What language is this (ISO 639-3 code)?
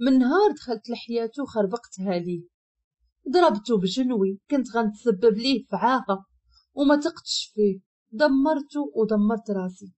ary